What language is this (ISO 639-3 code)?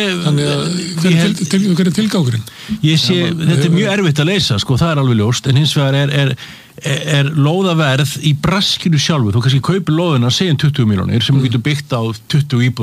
isl